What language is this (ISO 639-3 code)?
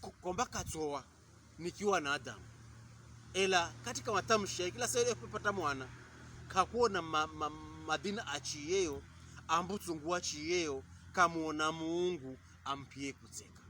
pkb